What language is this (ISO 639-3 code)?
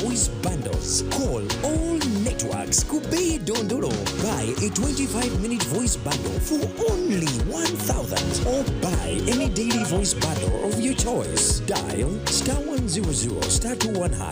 nyn